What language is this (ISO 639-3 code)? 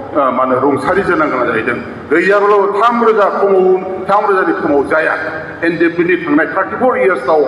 brx